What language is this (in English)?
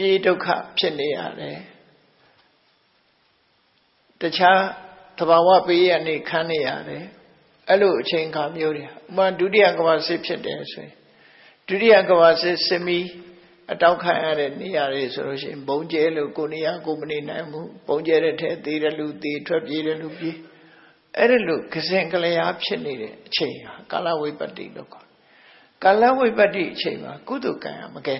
Burmese